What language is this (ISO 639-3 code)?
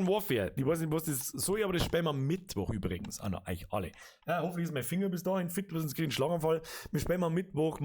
bar